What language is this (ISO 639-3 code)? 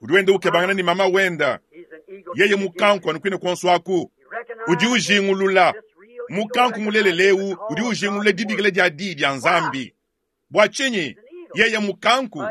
lua